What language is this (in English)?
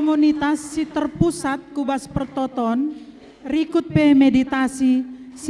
Batak Karo